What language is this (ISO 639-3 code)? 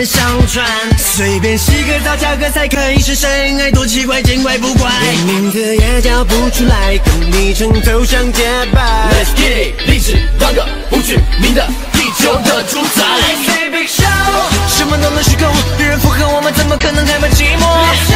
zho